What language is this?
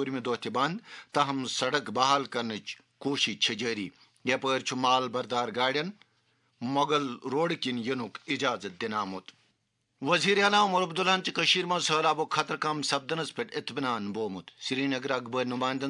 Kashmiri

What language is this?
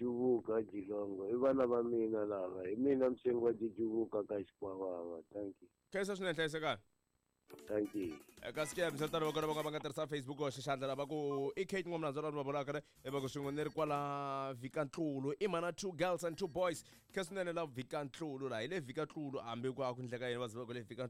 Tsonga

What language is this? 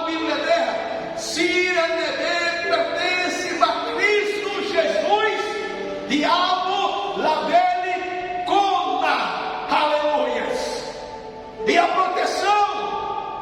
Tetum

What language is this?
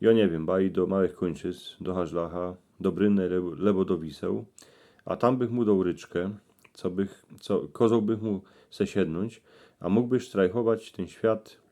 Silesian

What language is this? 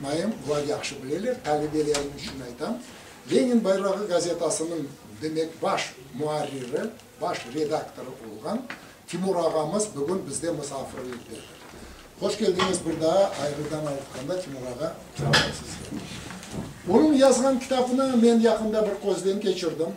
Crimean Tatar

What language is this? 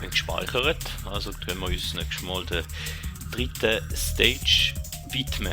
Swiss German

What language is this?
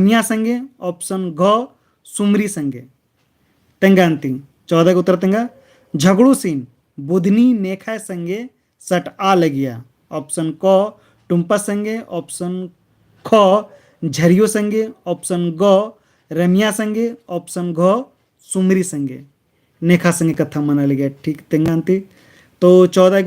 Kurukh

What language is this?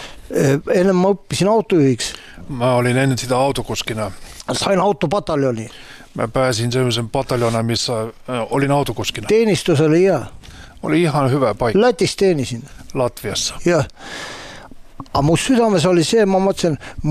Estonian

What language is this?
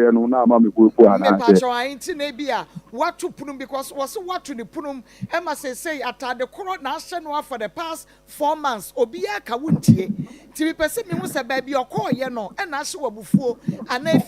Akan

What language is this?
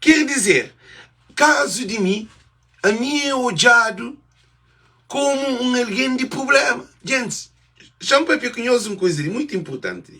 Kabuverdianu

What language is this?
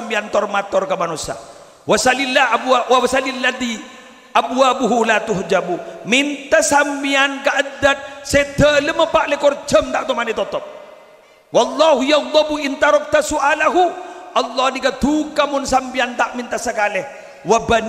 Madurese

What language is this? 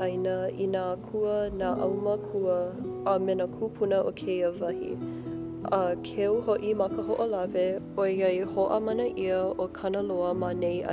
Hawaiian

